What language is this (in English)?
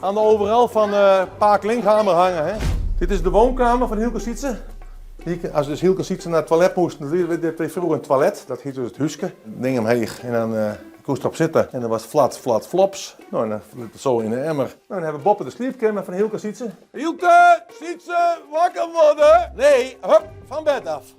Western Frisian